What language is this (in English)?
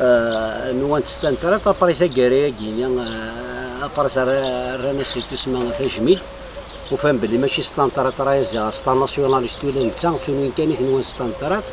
Kabyle